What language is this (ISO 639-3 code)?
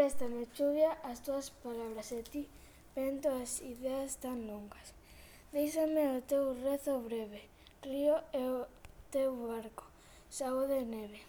glg